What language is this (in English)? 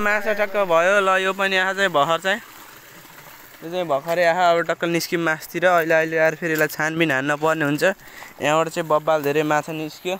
Nepali